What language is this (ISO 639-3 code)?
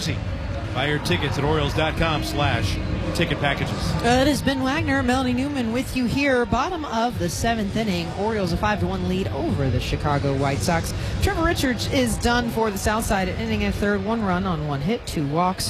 eng